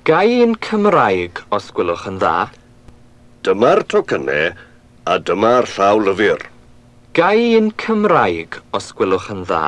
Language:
Welsh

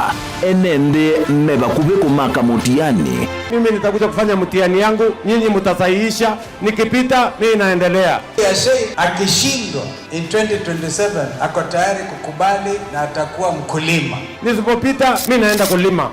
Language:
Kamba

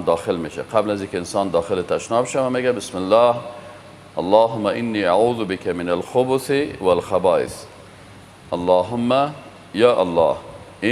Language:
Persian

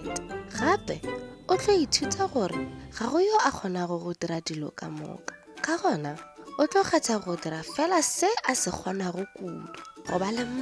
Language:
Northern Sotho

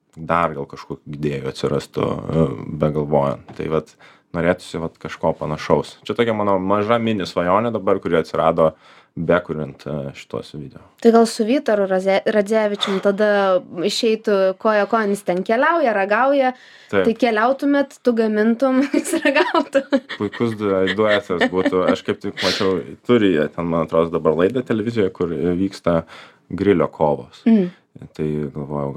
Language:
Lithuanian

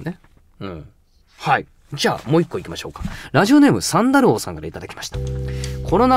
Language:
Japanese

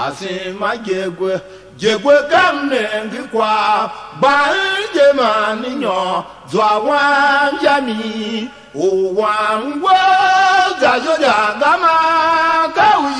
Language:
Tiv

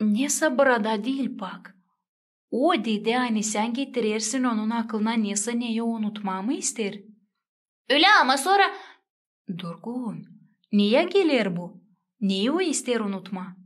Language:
Gagauz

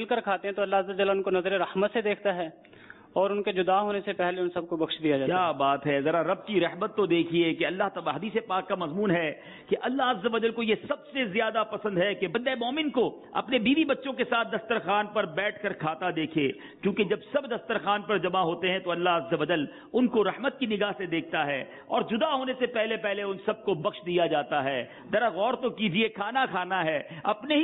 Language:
Urdu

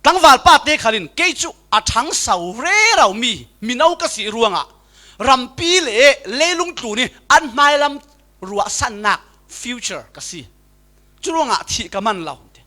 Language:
Falam Chin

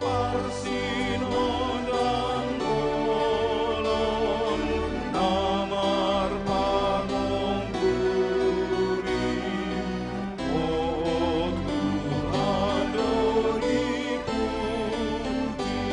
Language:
Batak Toba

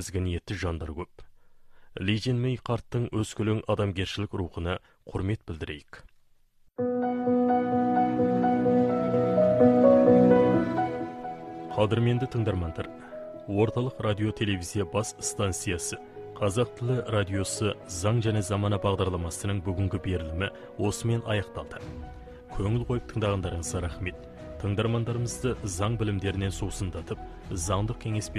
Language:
Kazakh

